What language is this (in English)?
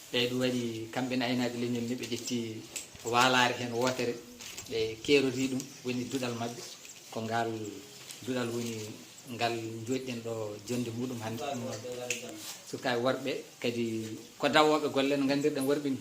Fula